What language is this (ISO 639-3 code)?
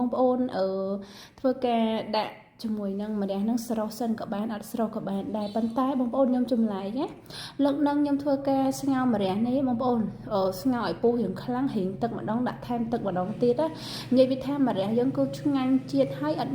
khm